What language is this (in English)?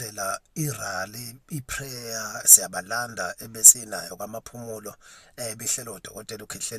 Zulu